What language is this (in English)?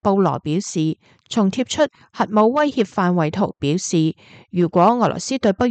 Cantonese